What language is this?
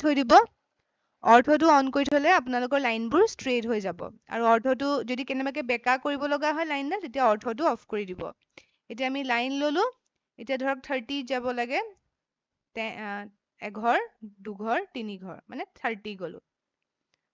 Assamese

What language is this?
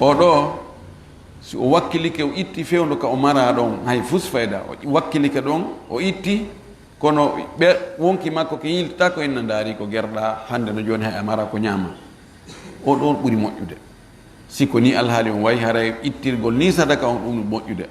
Fula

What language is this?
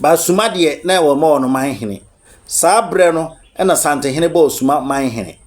Akan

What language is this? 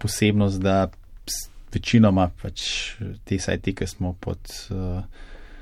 Slovenian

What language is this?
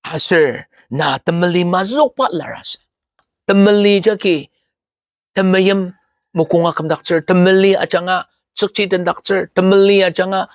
Ao Naga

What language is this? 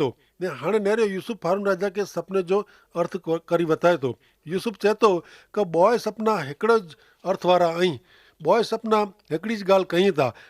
Kachhi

